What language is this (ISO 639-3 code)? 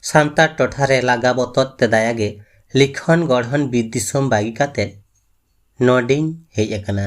sat